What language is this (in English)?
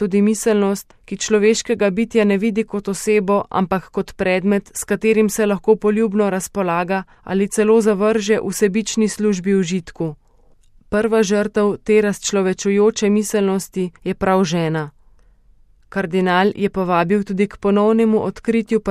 Slovenian